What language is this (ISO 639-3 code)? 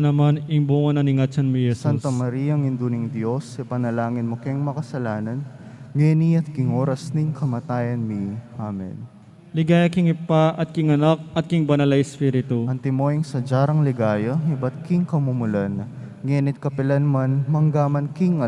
pam